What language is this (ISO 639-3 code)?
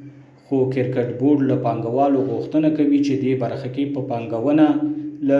pus